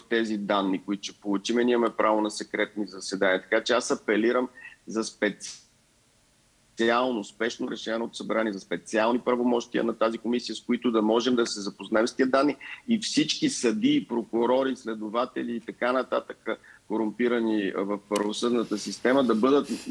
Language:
Bulgarian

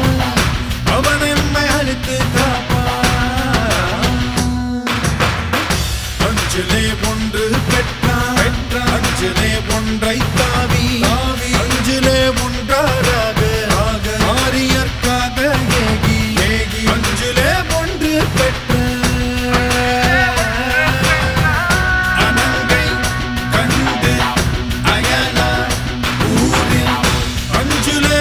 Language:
Tamil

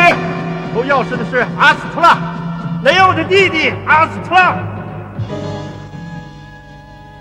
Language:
Chinese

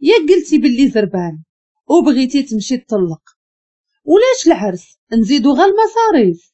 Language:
Moroccan Arabic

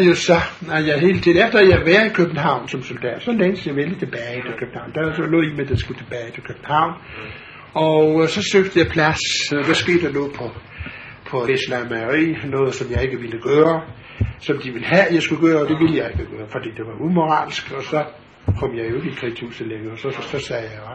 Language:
Danish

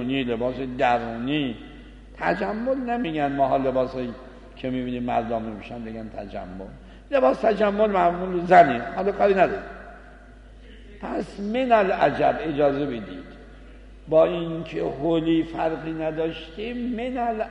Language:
Persian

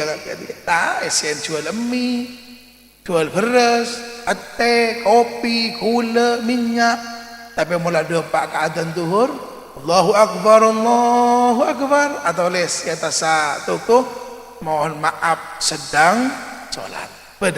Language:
Madurese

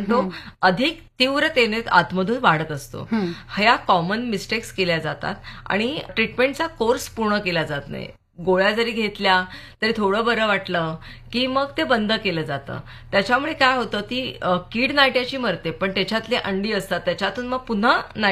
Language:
Marathi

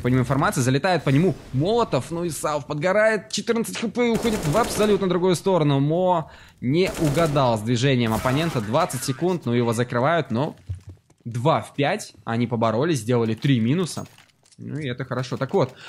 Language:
Russian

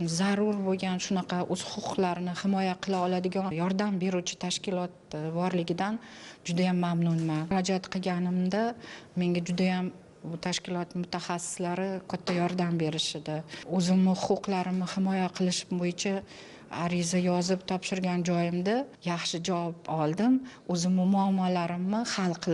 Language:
Uzbek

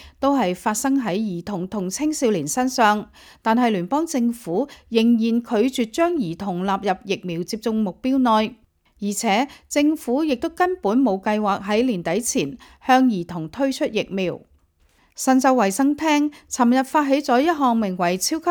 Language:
Cantonese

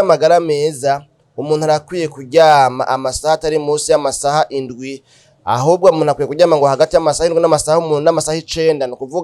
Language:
Rundi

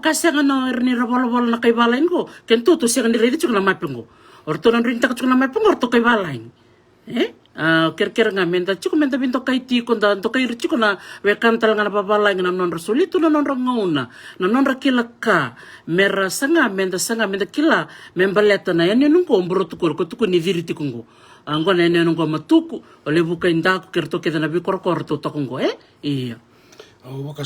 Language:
Fijian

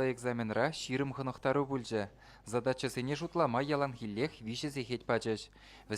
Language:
Chuvash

